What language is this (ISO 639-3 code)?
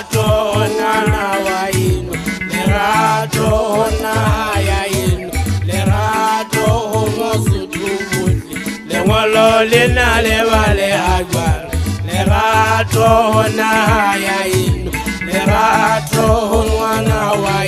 sot